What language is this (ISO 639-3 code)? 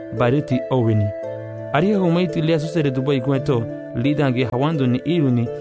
cab